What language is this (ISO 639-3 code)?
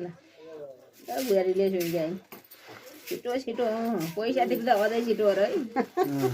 nep